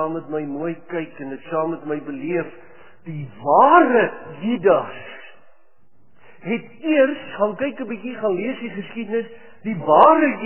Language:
Afrikaans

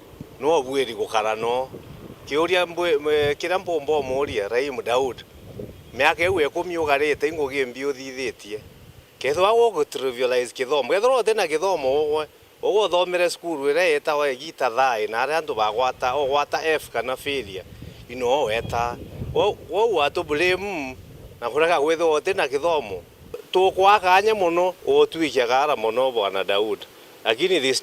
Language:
Meru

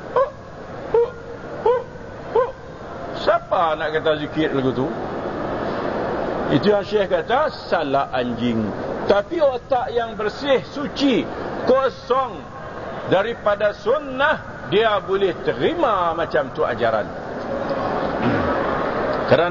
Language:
Malay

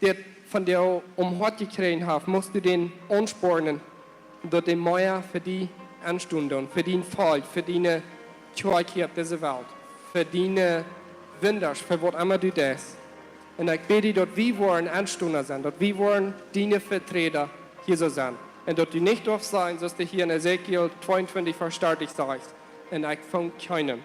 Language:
Plautdietsch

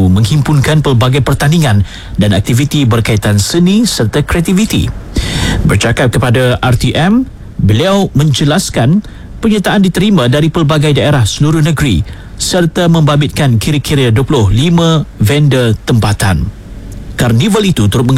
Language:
Malay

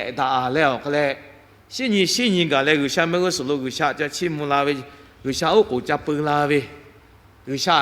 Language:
Lahu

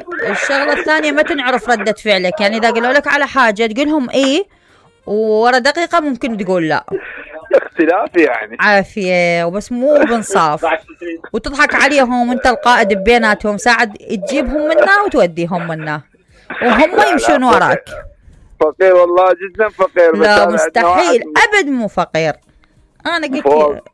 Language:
Mesopotamian Arabic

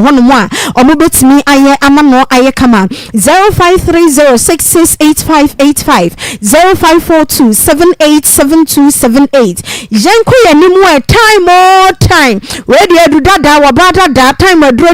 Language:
Akan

